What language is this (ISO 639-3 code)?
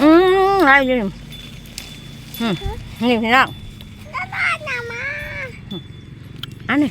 tts